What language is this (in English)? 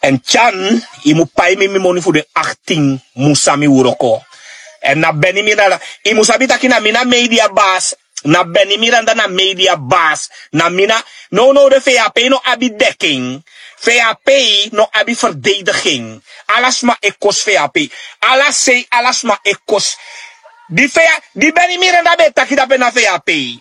Sranan Tongo